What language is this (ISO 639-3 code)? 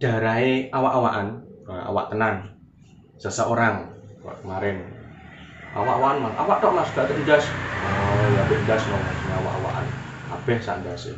jav